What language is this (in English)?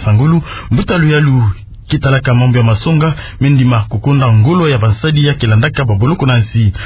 Kituba (Democratic Republic of Congo)